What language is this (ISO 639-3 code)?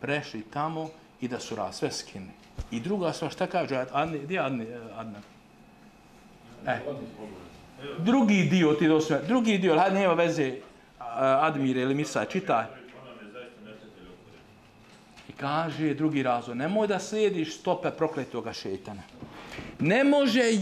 bos